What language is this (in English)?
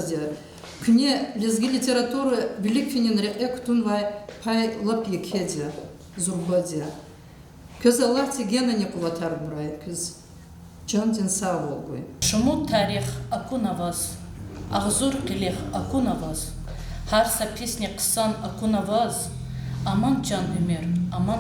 Lezghian